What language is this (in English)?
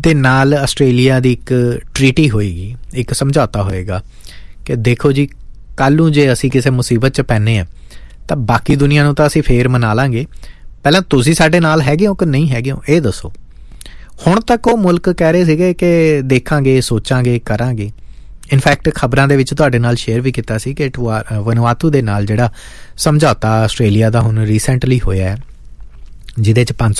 Punjabi